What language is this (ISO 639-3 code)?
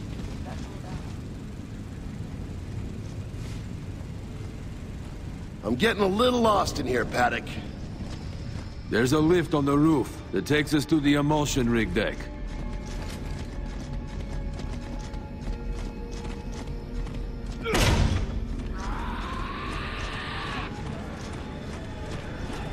eng